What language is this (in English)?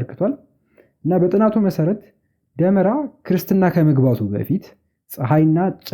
Amharic